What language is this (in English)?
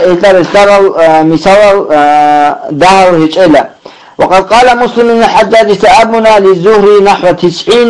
Avaric